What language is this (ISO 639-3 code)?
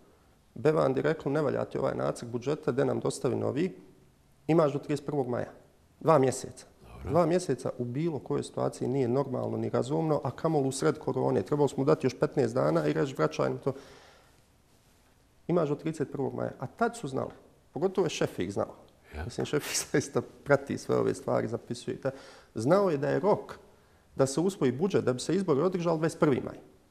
bos